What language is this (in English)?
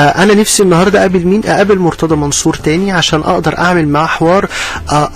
Egyptian Arabic